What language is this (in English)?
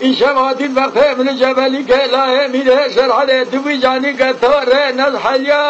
Kurdish